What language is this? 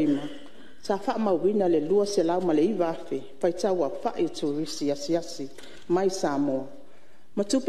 Samoan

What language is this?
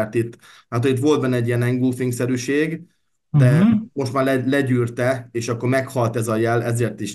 Hungarian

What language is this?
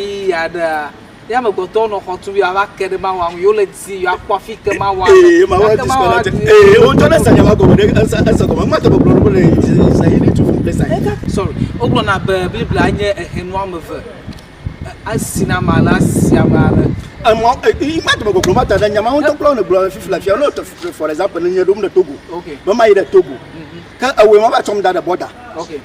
Ewe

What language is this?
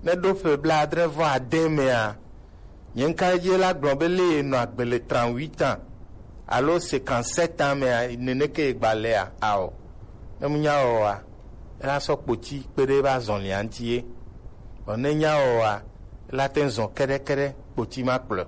Gen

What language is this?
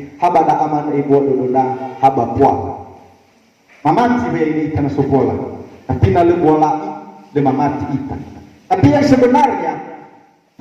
Nias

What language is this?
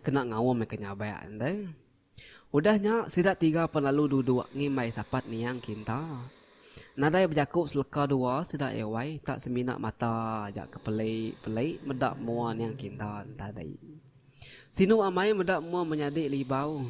Iban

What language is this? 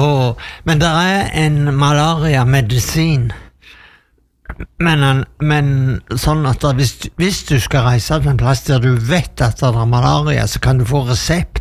Norwegian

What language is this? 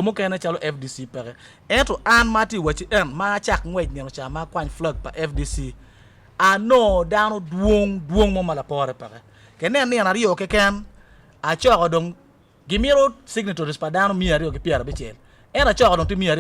Acoli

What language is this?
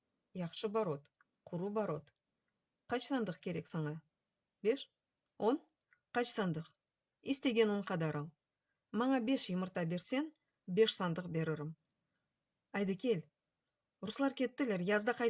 Crimean Tatar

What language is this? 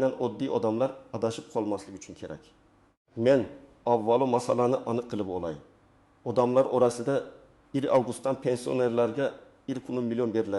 Uzbek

